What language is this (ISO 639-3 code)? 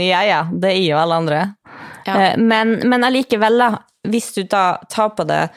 nor